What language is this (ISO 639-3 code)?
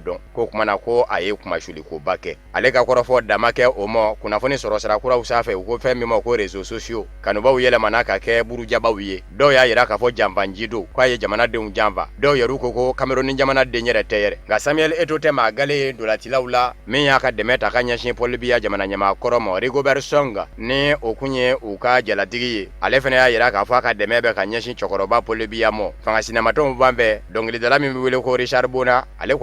bam